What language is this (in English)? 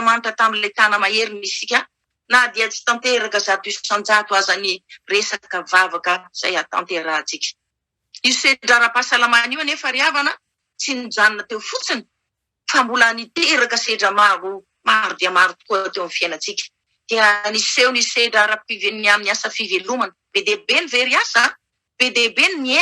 Malagasy